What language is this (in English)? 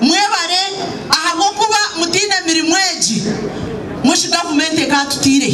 Nyankole